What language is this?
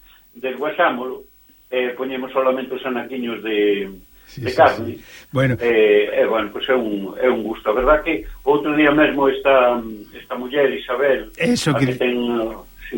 Galician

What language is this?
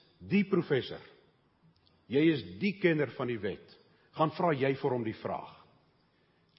Afrikaans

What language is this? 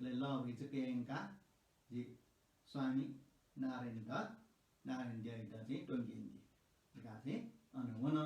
Newari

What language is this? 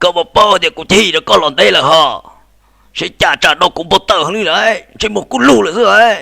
Hmong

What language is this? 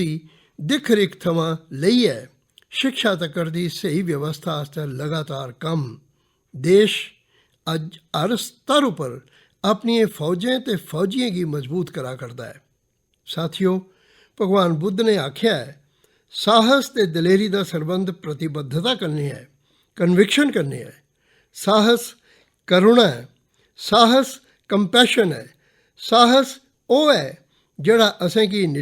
Dogri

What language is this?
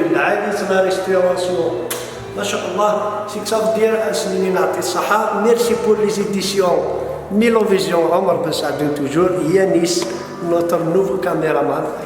Kabyle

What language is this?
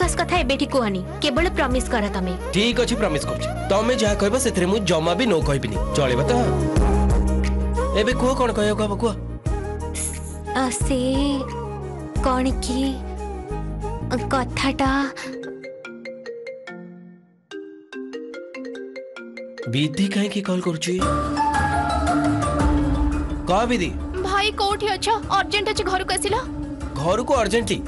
Odia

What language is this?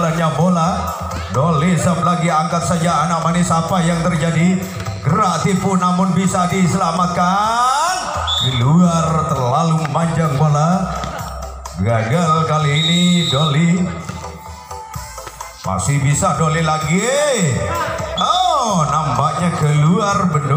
Indonesian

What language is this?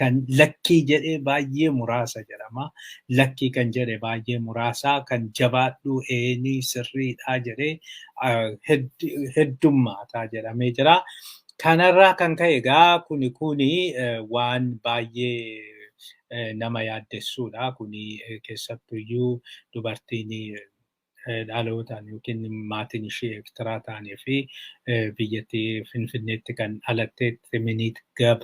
Oromo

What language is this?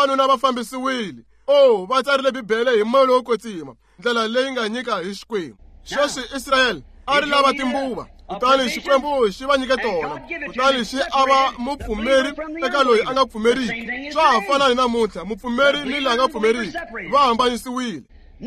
Tsonga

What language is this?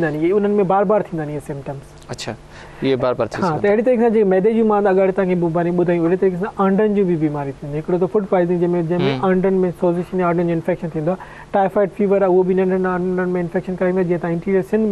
Sindhi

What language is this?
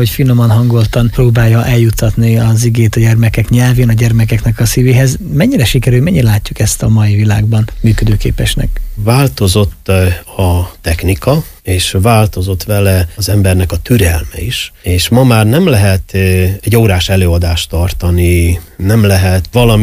Hungarian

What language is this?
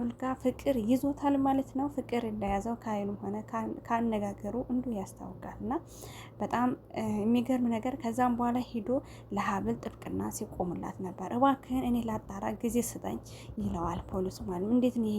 Amharic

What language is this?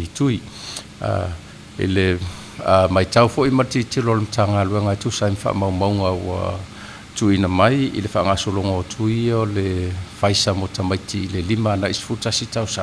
Samoan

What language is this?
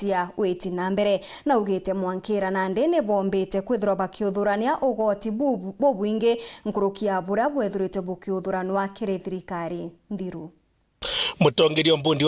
Meru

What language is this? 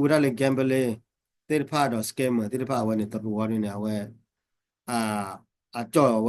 S'gaw Karen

